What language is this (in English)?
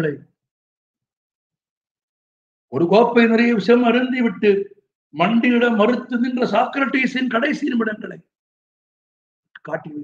Tamil